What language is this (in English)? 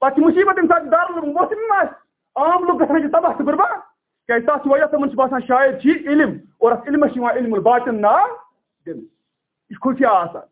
Kashmiri